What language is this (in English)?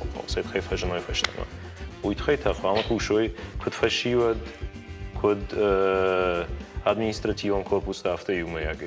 Ossetic